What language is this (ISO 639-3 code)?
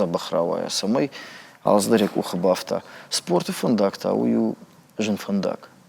oss